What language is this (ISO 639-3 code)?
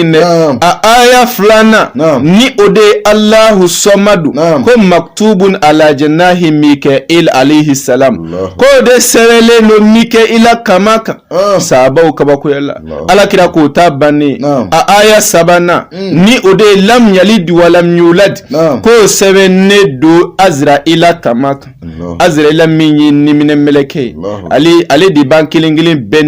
bam